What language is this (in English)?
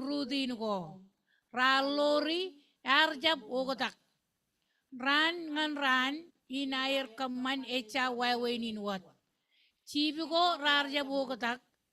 Marshallese